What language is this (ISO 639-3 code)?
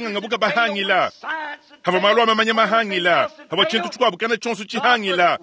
lua